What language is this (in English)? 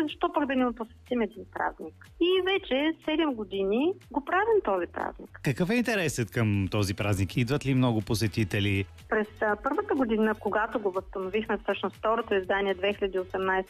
Bulgarian